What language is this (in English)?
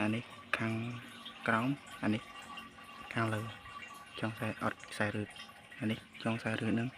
Khmer